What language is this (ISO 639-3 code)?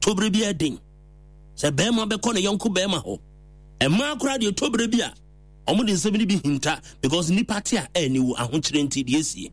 aka